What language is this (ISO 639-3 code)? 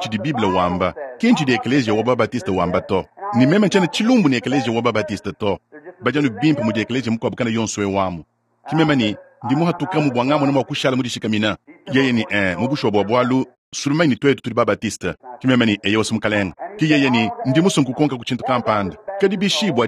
lua